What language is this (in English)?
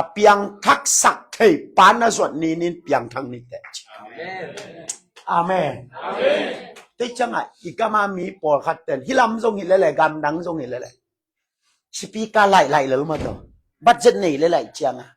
Tedim Chin